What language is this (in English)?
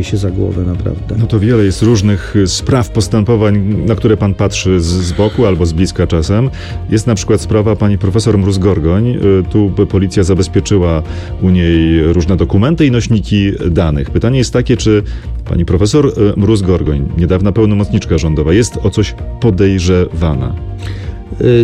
Polish